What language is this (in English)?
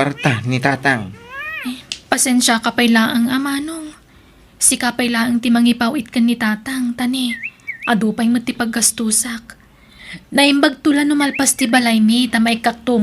Iloko